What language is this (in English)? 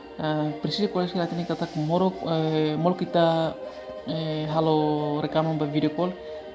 Tetum